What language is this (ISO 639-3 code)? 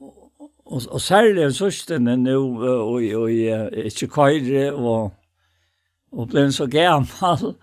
fao